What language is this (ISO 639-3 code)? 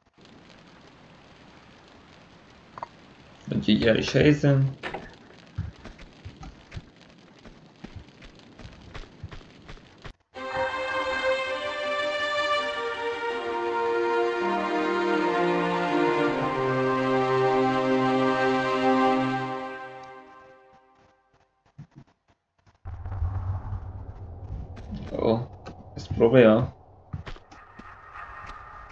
hun